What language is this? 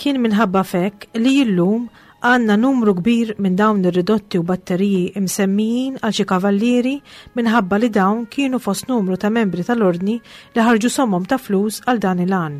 Maltese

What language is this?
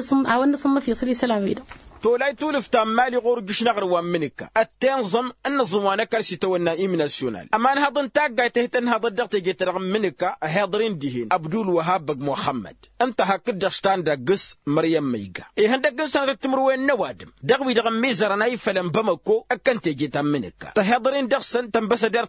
Tamasheq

